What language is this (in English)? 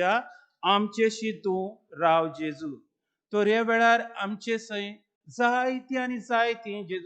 Konkani